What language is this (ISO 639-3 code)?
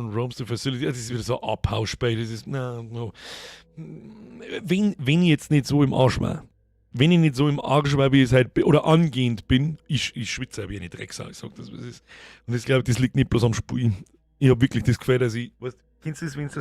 bar